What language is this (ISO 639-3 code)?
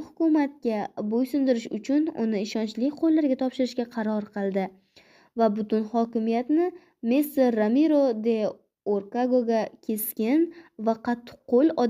uzb